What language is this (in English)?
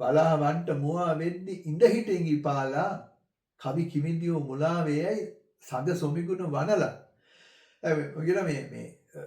Sinhala